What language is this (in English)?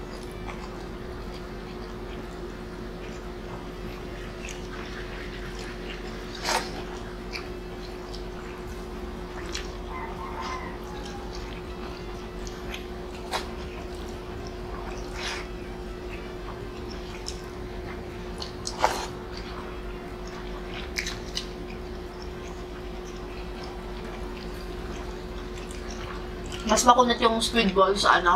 Filipino